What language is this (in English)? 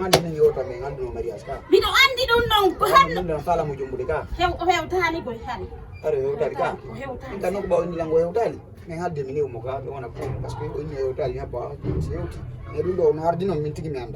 Fula